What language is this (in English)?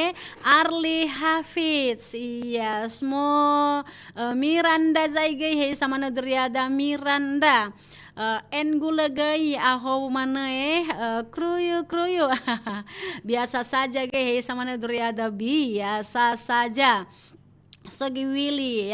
Nias